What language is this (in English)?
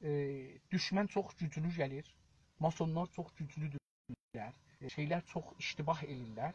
South Azerbaijani